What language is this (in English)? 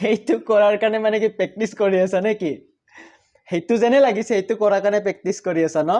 Assamese